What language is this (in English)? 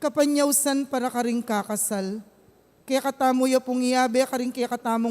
Pampanga